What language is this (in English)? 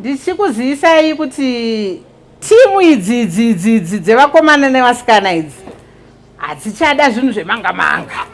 Shona